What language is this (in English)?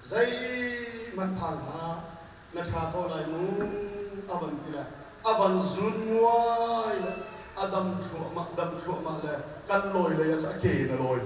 Hakha Chin